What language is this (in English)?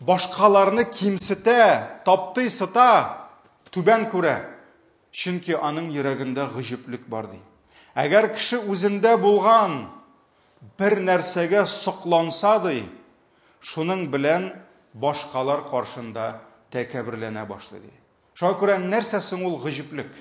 Tatar